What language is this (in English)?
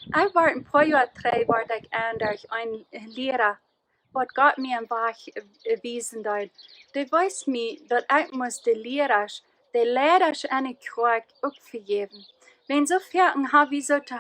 Plautdietsch